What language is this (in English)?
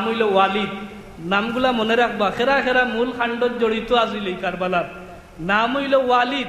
Sylheti